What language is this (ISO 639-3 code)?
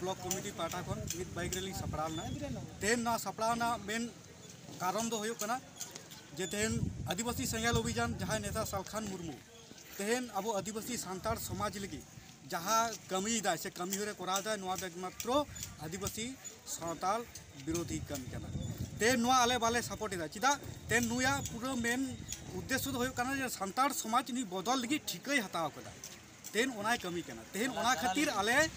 sat